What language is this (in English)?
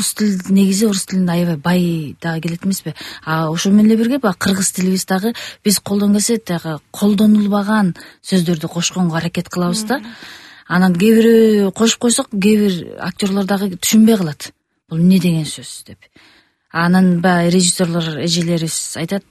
Kyrgyz